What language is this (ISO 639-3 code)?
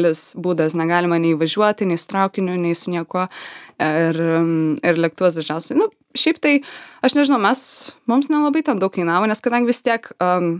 lit